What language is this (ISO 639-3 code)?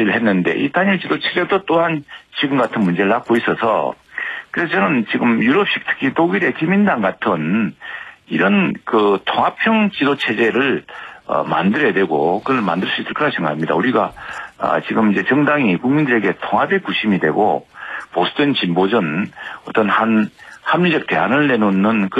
kor